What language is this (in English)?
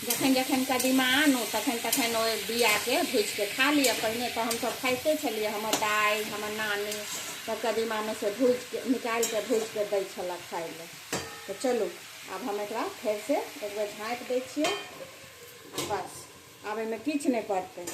Maithili